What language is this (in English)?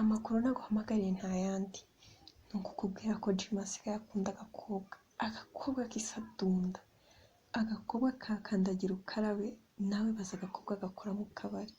Kinyarwanda